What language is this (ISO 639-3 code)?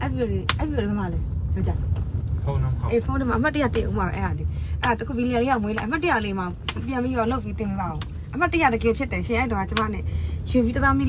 mya